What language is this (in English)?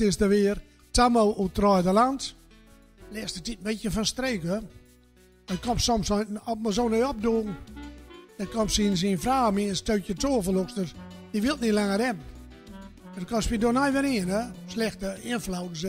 Gronings